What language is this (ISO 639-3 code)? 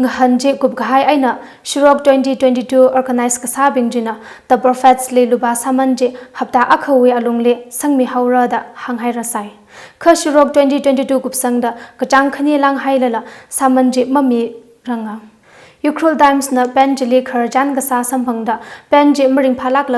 nmf